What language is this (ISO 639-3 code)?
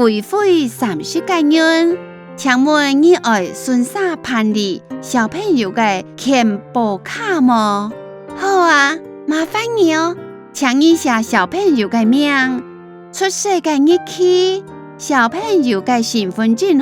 hak